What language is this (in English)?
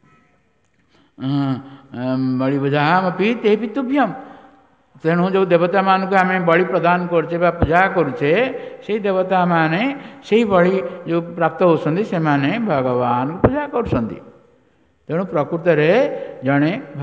Odia